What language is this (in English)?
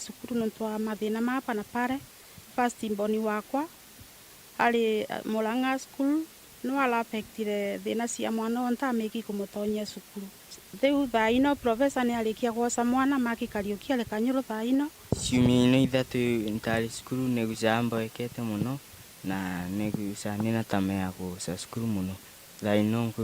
Meru